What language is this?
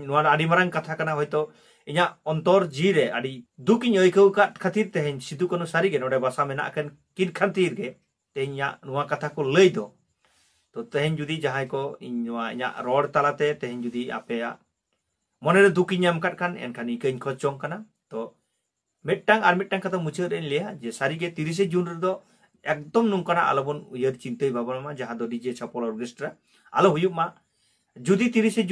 Santali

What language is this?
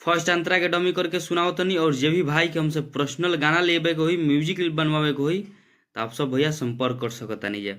Bhojpuri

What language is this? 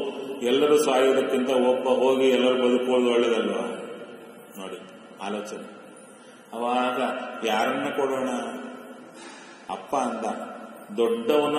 Kannada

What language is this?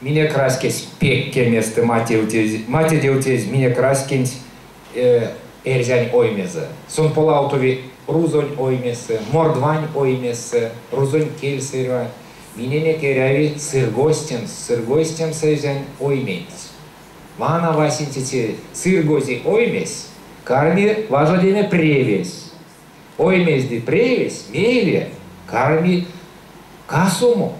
Erzya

